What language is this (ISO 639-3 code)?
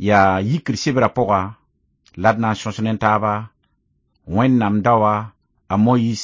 mos